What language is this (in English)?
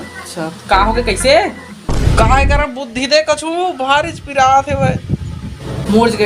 Chhattisgarhi